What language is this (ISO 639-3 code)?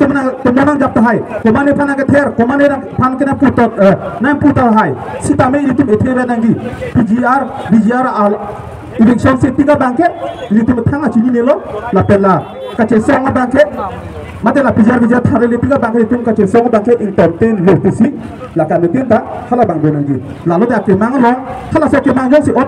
mjw